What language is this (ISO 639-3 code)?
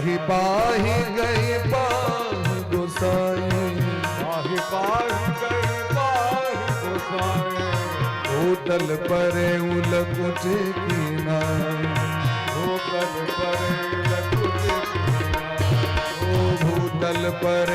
mai